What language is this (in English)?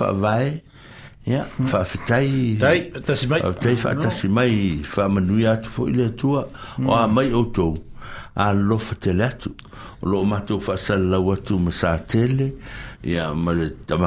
Samoan